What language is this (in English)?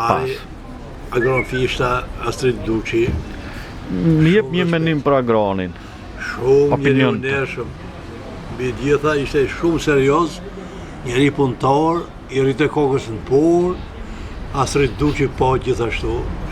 Albanian